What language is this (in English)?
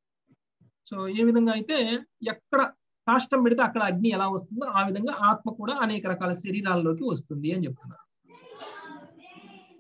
Telugu